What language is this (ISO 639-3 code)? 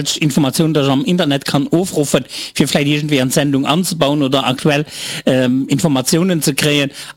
ltz